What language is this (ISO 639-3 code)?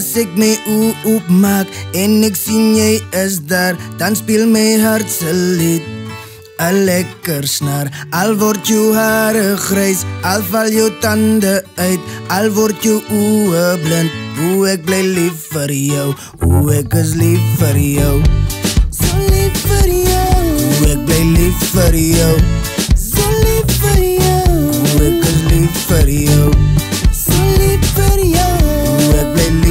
afr